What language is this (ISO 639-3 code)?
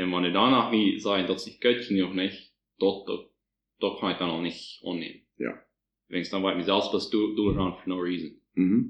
pdt